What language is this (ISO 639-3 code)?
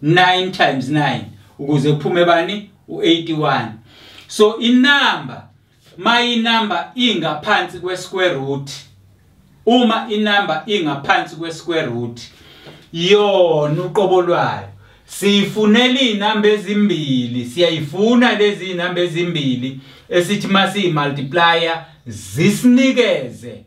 zul